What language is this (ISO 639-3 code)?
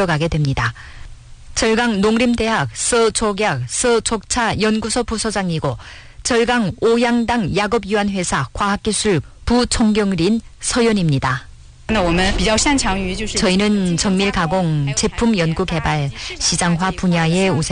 kor